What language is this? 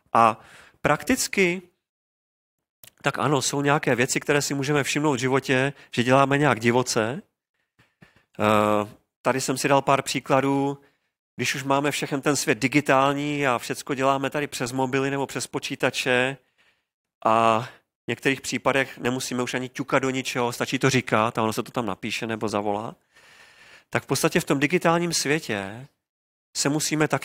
Czech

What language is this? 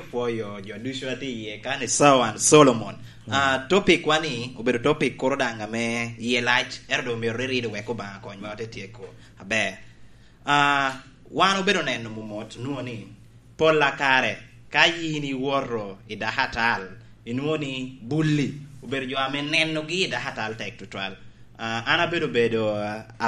Lango (Uganda)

